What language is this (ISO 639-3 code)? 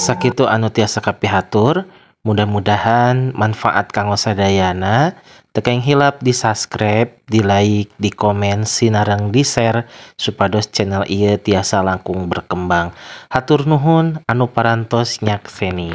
sun